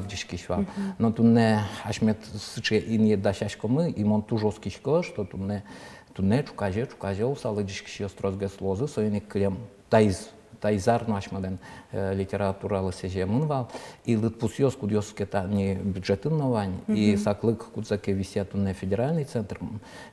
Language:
Udmurt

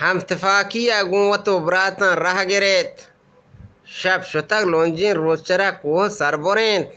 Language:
Eastern Balochi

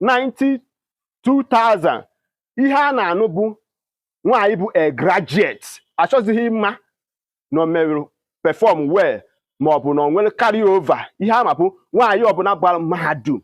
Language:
Igbo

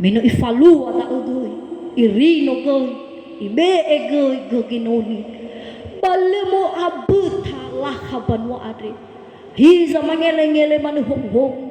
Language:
Nias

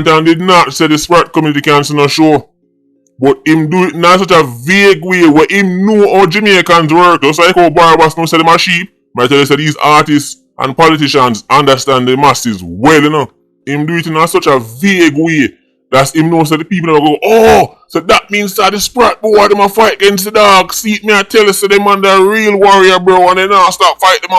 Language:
Jamaican Creole English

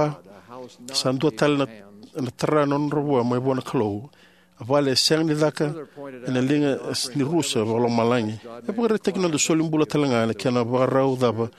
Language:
Fijian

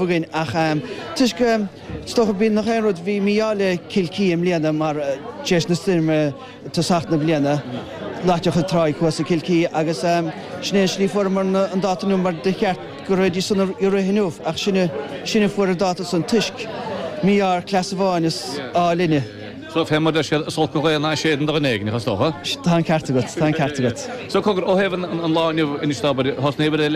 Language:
Irish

